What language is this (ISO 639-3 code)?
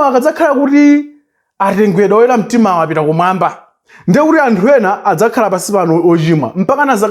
nya